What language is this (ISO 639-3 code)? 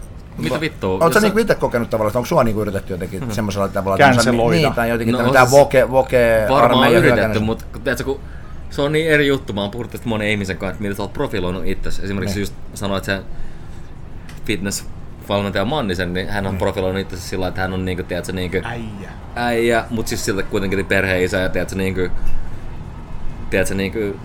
fin